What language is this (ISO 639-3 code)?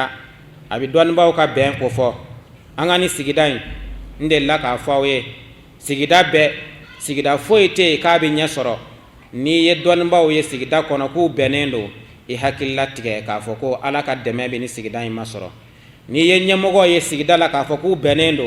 bam